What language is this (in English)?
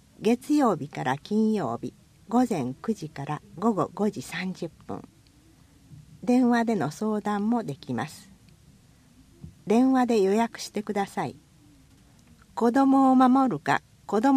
Japanese